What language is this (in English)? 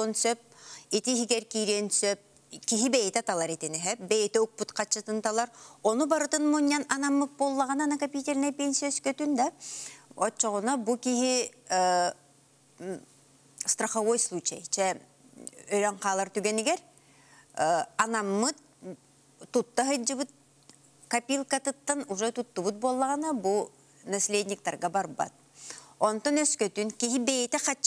Yakut